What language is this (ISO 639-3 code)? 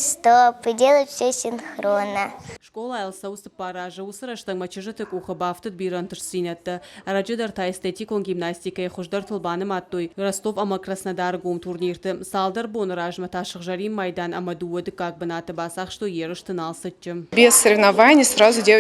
oss